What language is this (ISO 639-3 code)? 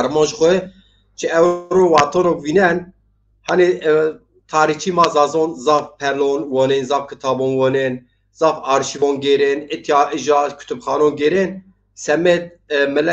zza